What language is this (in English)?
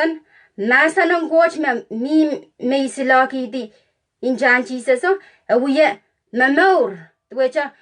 Pohnpeian